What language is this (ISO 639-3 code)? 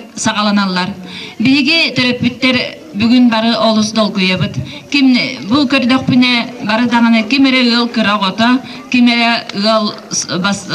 sah